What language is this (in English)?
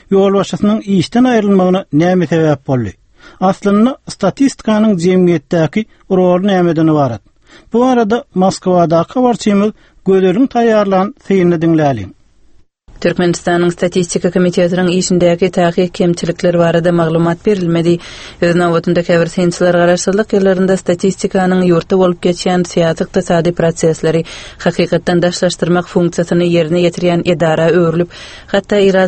Turkmen